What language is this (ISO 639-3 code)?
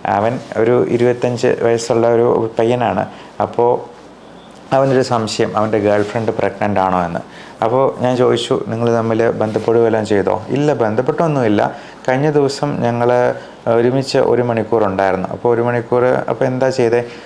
mal